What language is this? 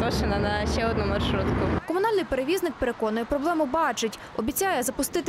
Ukrainian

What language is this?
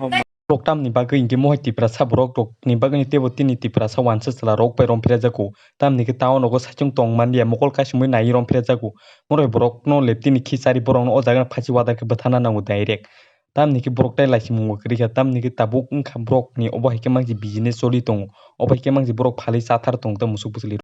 Kok Borok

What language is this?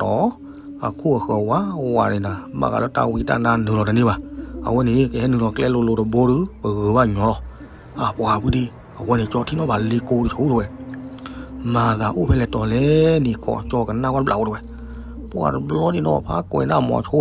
S'gaw Karen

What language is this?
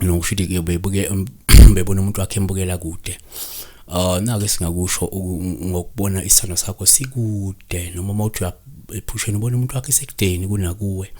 Zulu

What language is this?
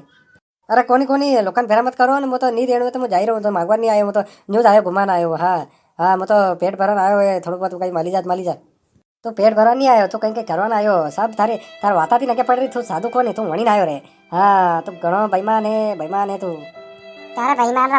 Rajasthani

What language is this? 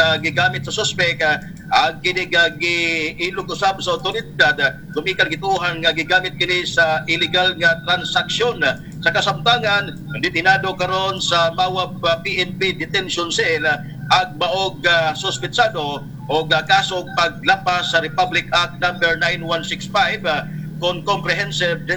Cebuano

